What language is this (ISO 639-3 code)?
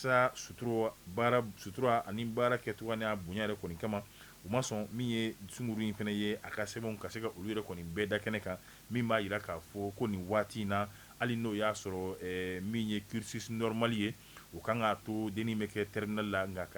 bam